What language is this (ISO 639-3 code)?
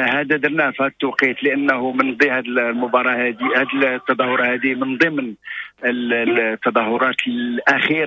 ary